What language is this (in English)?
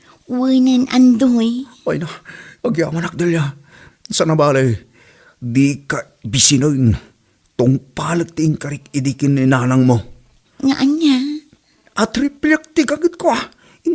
Iloko